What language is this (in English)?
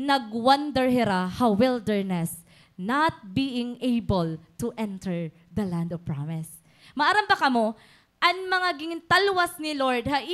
Waray